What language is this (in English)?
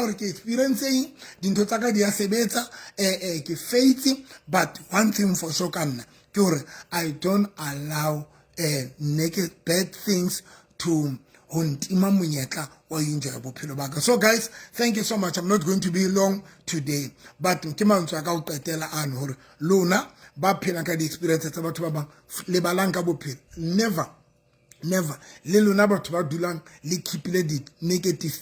Southern Sotho